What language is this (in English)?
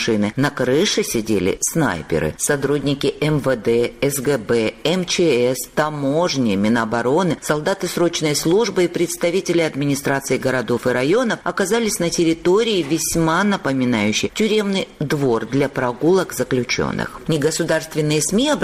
Russian